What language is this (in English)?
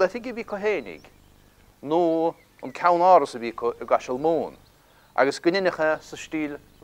Irish